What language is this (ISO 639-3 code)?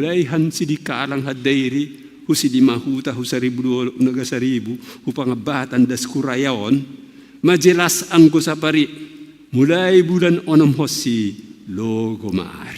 bts